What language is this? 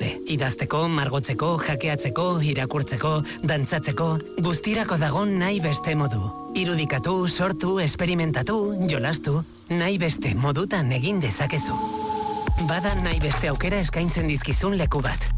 Basque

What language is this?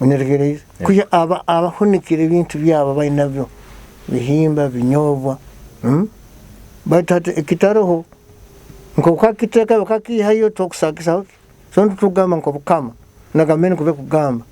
Nyoro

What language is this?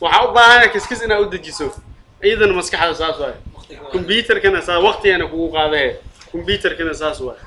Somali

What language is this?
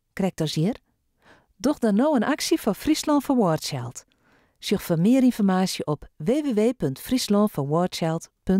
Western Frisian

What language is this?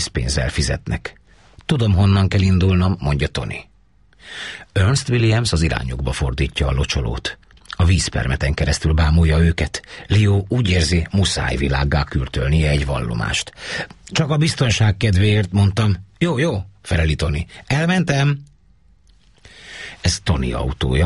Hungarian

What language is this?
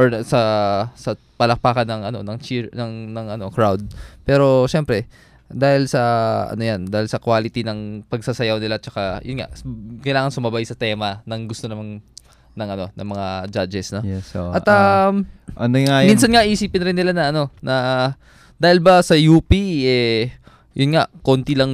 Filipino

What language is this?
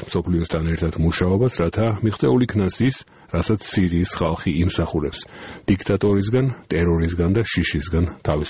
Georgian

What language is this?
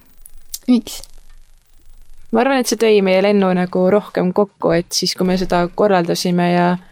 Estonian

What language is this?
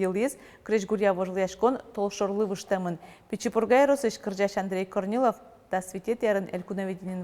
Udmurt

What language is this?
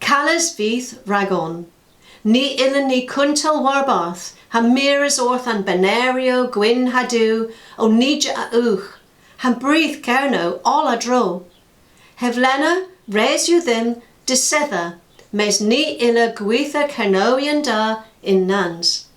Cornish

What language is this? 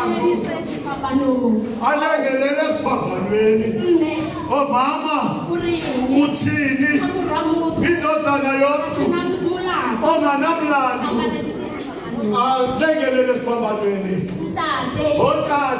Tswana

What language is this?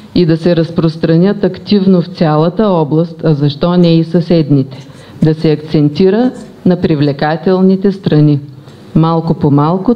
Bulgarian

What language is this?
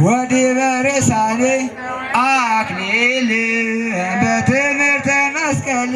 Tigrinya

